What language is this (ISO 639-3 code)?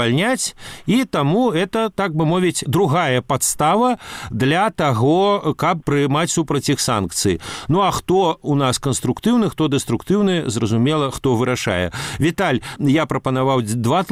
bel